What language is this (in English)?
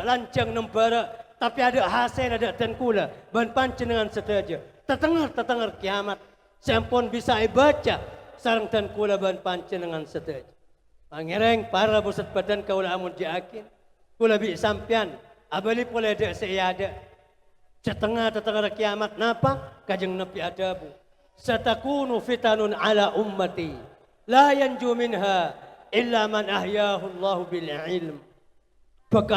Madurese